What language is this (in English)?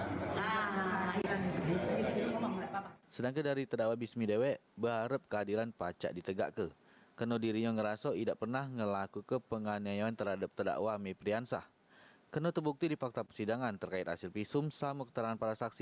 Musi